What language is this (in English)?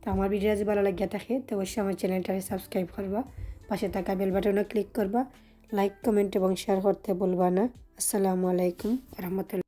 Sylheti